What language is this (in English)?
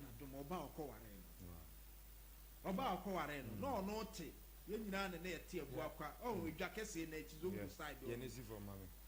Akan